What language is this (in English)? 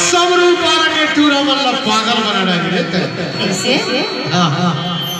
Chhattisgarhi